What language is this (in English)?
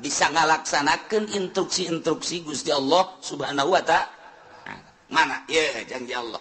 Sundanese